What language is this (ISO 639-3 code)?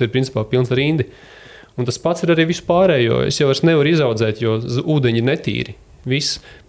lav